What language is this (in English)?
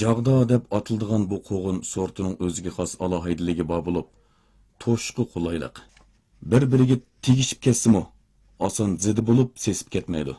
Uyghur